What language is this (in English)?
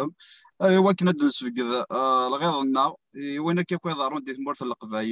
Kabyle